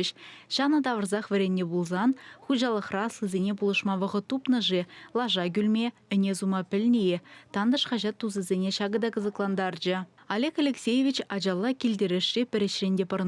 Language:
Chuvash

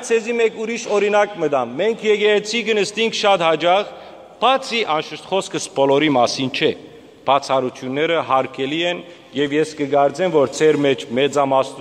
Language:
Western Armenian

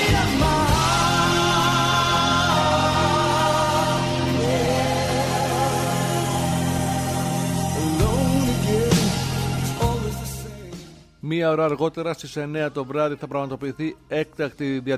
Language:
Greek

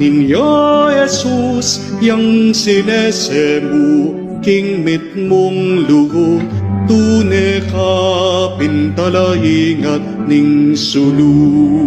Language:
Pampanga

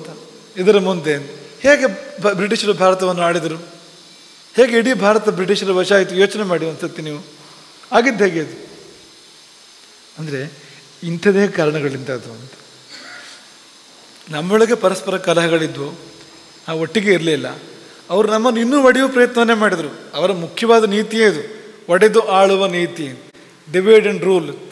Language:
Kannada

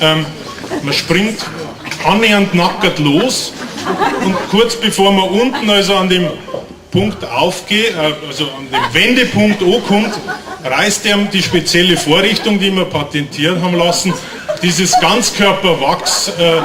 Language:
Bavarian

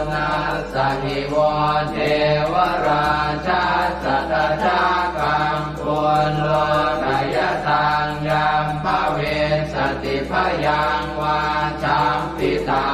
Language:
Pali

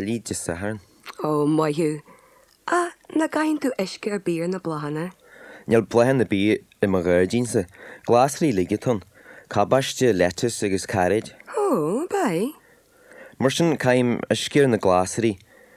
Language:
Irish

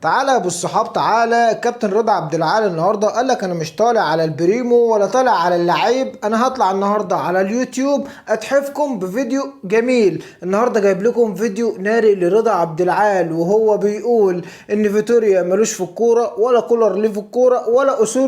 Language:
Egyptian Arabic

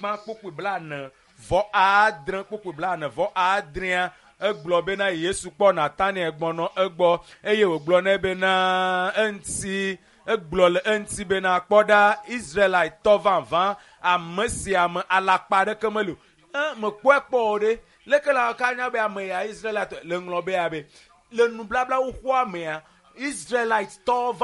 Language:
Ewe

